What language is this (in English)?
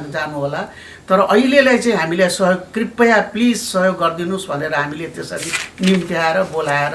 Nepali